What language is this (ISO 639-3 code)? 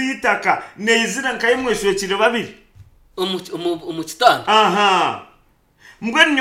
nyn